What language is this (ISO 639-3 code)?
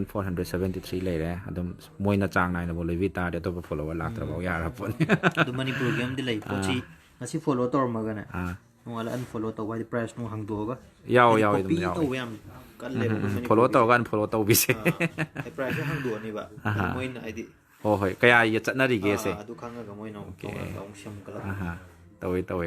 mni